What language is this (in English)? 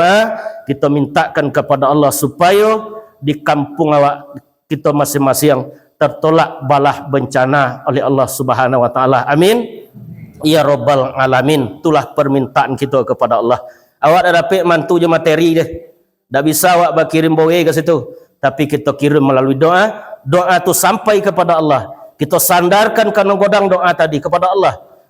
Minangkabau